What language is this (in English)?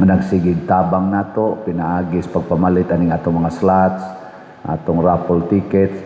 Cebuano